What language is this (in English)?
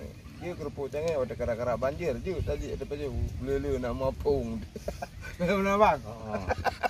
Achinese